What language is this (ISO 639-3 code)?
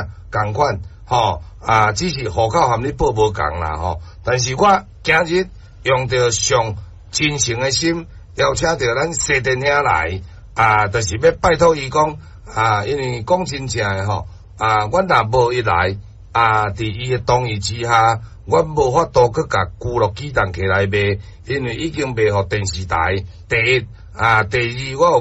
nan